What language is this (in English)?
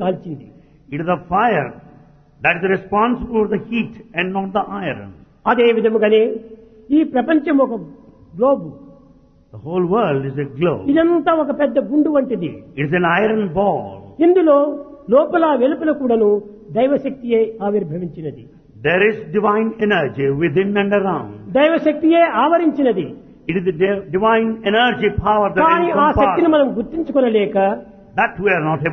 Telugu